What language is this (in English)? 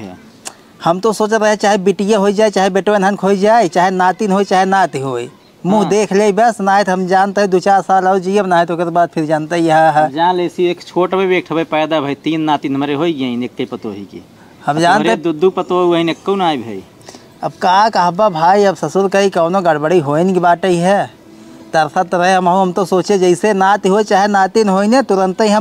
Awadhi